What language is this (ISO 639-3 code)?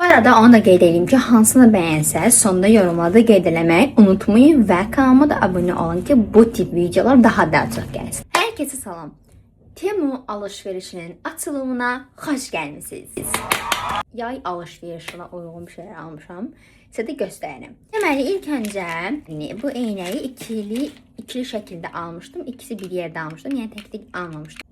aze